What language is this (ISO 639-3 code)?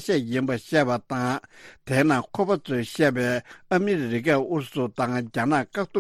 bod